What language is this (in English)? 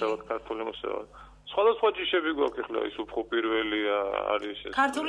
Georgian